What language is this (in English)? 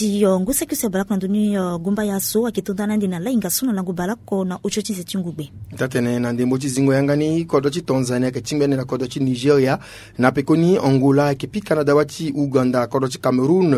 Sango